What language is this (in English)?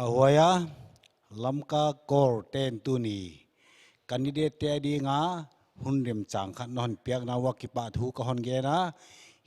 Paite Chin